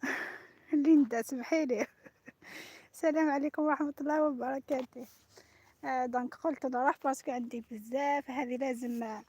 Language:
Algerian Arabic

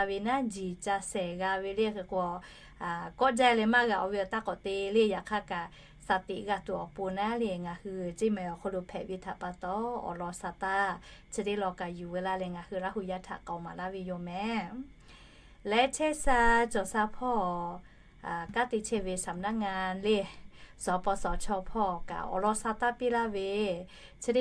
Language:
Lahu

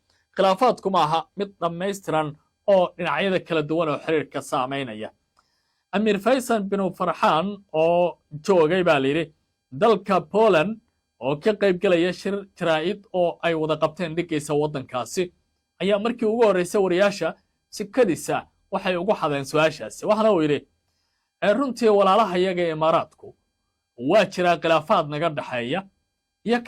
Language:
Somali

